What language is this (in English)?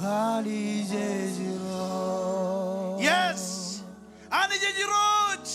Marshallese